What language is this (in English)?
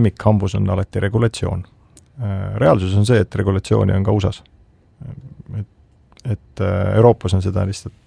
Estonian